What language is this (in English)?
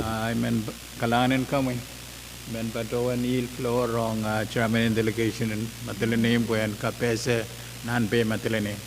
Pohnpeian